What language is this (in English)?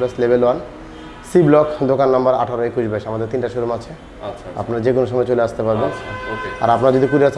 Bangla